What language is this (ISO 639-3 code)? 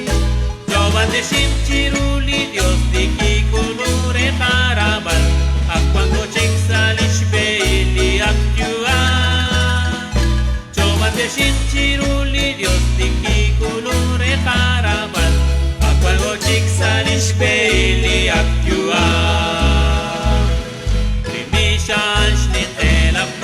kek